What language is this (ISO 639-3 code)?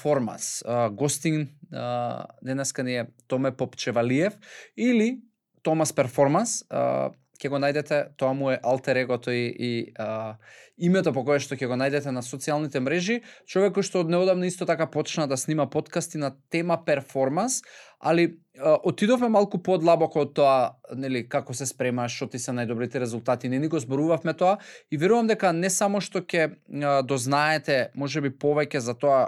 mkd